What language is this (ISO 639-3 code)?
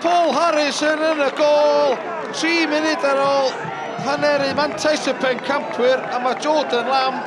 cym